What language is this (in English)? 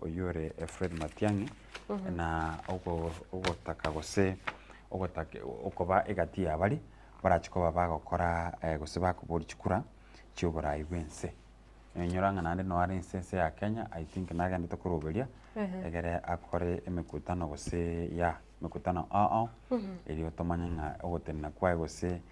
Gusii